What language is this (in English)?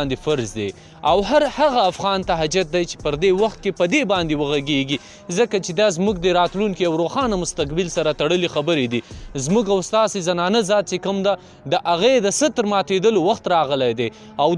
Pashto